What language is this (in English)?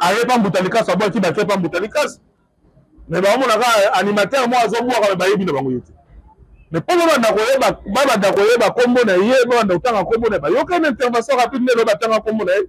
Lingala